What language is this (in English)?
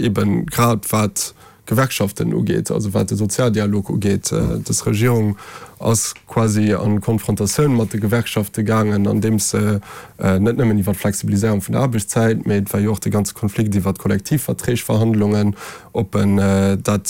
Luxembourgish